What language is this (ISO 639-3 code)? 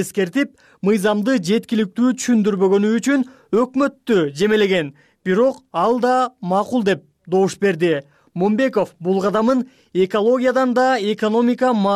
kir